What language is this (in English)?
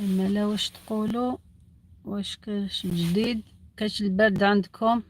Algerian Arabic